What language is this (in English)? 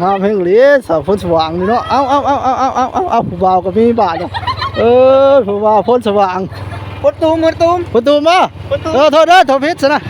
Northeastern Thai